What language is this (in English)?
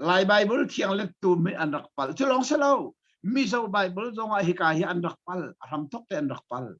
Hakha Chin